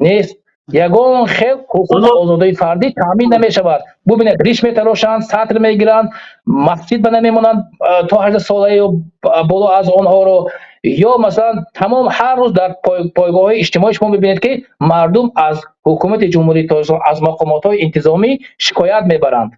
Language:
Tajik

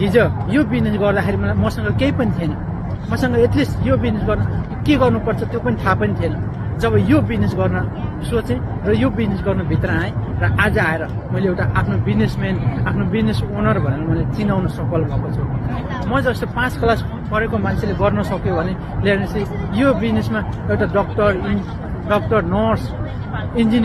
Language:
Nepali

